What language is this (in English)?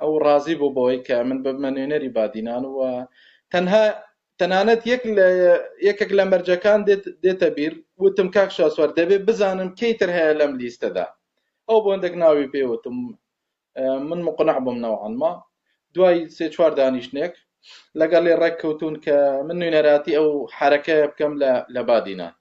Central Kurdish